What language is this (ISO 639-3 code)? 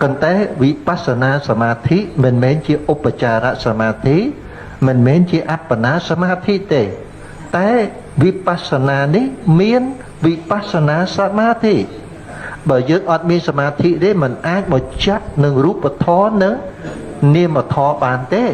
khm